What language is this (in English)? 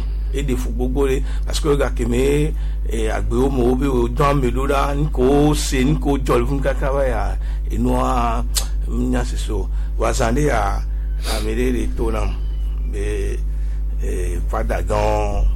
Gen